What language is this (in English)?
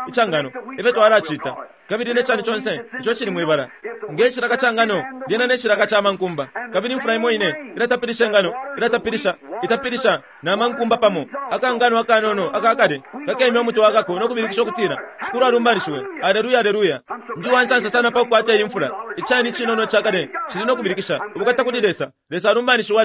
Bemba